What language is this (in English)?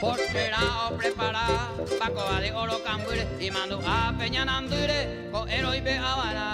Guarani